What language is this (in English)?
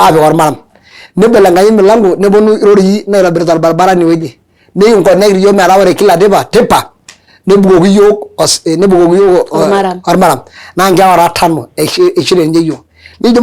Masai